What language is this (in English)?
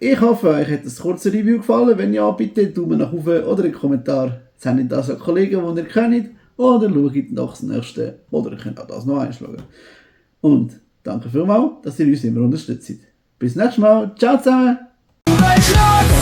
Swiss German